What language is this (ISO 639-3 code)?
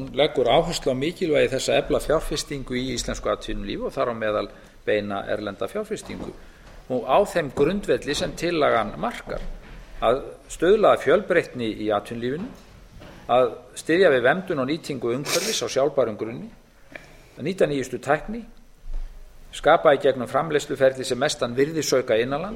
isl